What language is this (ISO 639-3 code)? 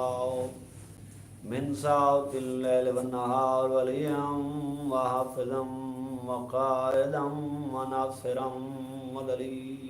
skr